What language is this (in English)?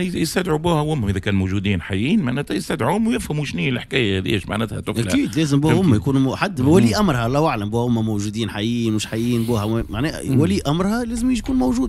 Tunisian Arabic